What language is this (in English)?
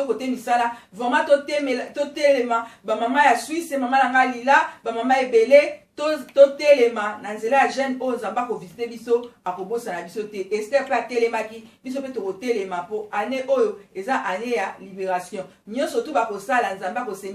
Lingala